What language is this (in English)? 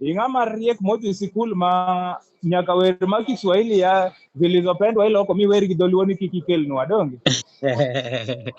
Luo (Kenya and Tanzania)